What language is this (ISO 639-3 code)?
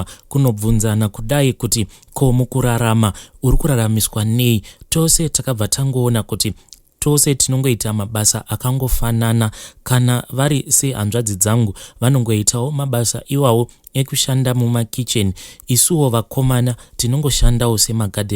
sna